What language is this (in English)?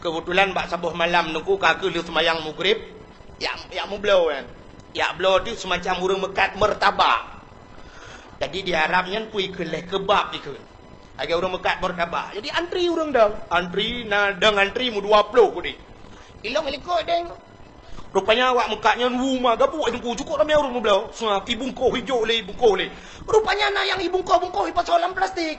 Achinese